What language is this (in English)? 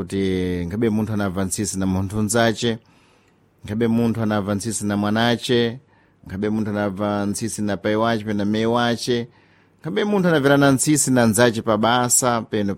Sena